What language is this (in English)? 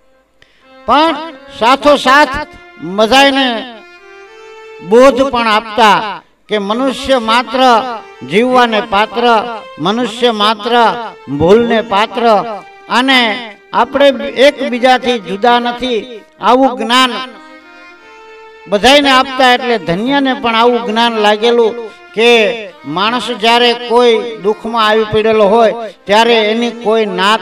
Gujarati